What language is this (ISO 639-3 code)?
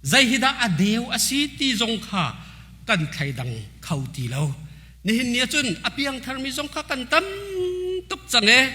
cnh